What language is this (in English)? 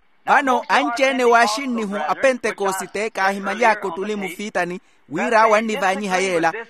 Makhuwa